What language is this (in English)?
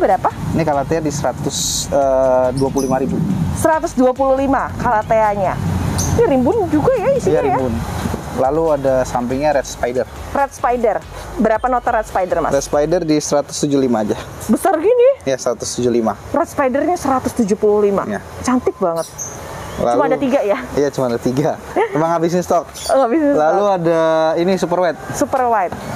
Indonesian